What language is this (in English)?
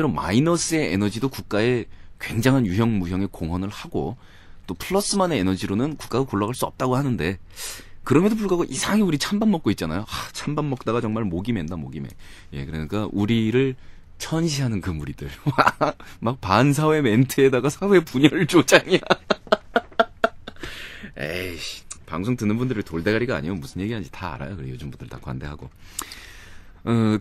Korean